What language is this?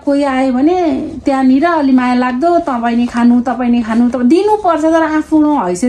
Nepali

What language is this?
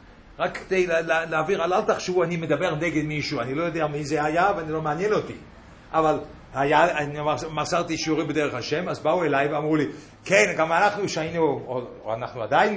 Hebrew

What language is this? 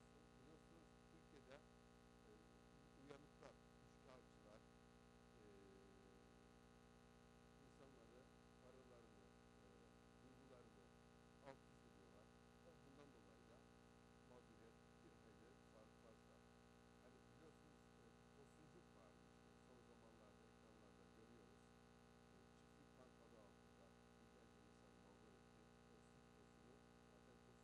Turkish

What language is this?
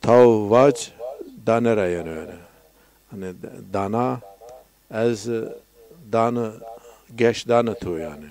Zaza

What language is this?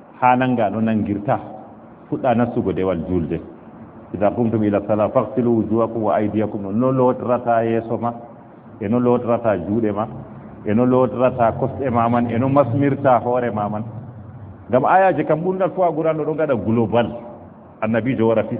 Fula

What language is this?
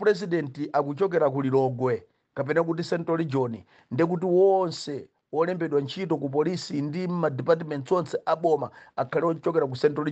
Nyanja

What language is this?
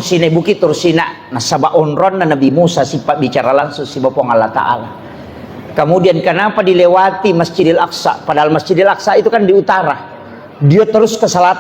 Buginese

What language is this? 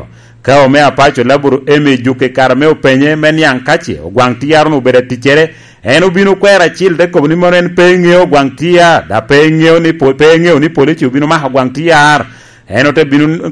Lango (Uganda)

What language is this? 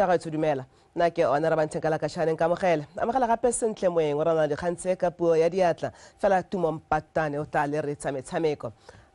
Tswana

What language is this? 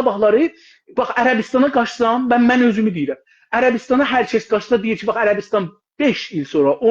South Azerbaijani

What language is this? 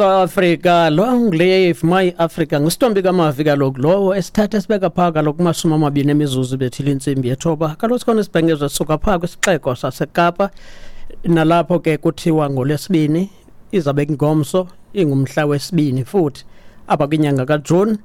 Xhosa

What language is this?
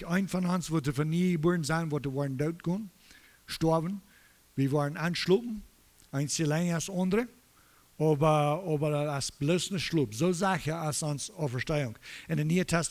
Plautdietsch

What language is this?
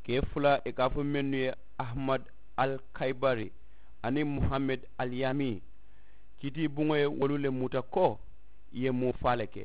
Mandingo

